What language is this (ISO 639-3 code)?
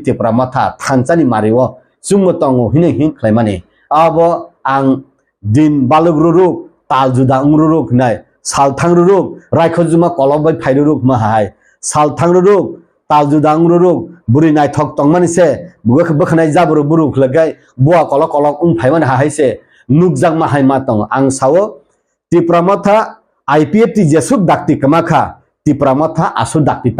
trp